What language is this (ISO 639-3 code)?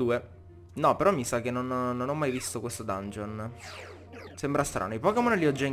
ita